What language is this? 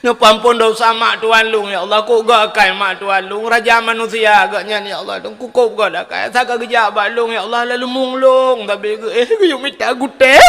Achinese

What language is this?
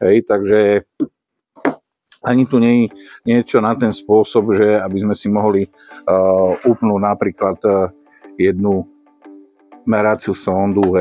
Slovak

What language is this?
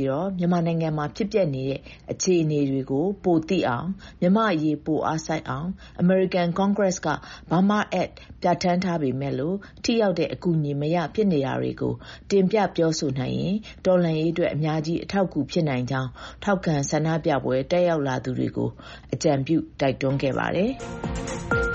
Burmese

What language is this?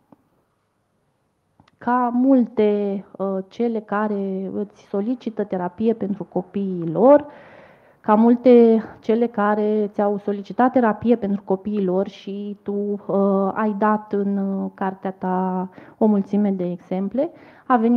Romanian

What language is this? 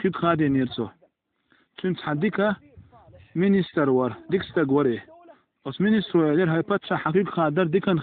Chechen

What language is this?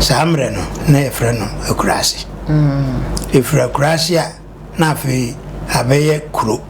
Akan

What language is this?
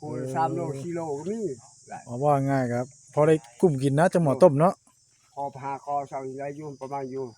Northeastern Thai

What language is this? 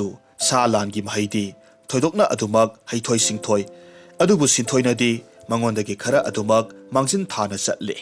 Manipuri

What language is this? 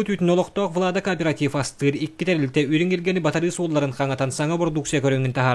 Yakut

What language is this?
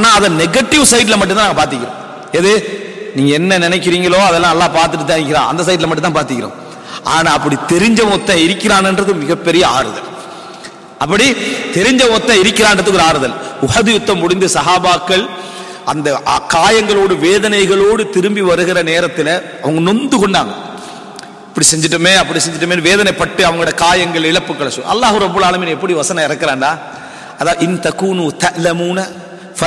Tamil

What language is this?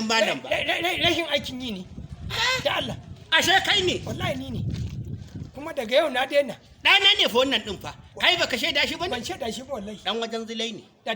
Hausa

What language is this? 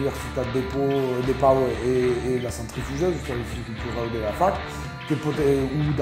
Occitan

